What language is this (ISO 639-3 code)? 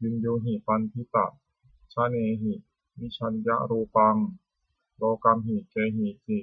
pli